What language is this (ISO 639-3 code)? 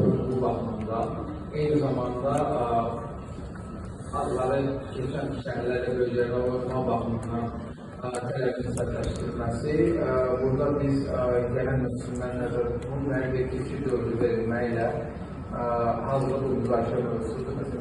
aze